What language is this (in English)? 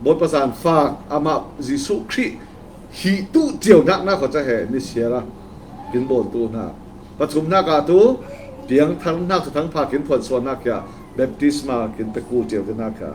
Falam Chin